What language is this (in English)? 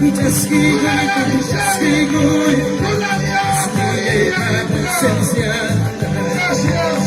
Ayacucho Quechua